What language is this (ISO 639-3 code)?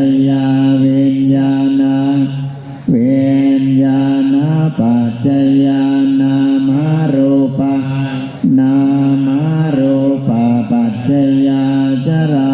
pli